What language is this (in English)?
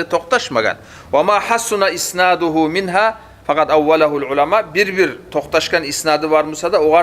Kumyk